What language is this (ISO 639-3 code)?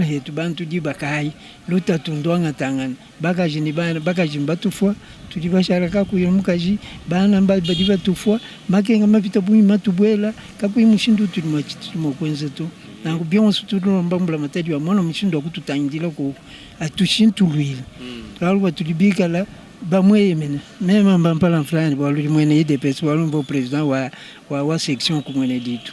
lua